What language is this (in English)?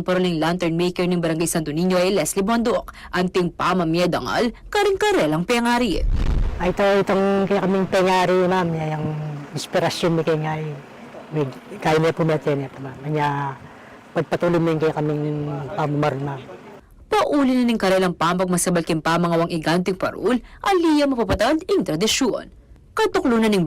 Pampanga